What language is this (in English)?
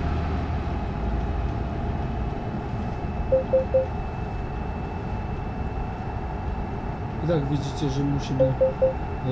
Polish